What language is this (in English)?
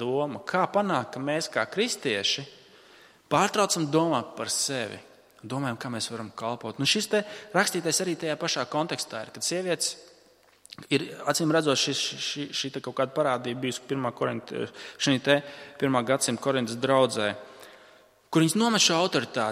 Latvian